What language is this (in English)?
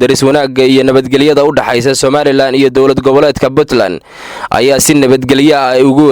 Somali